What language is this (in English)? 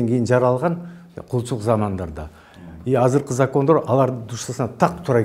Kyrgyz